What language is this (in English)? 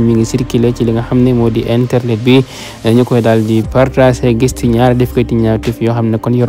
Wolof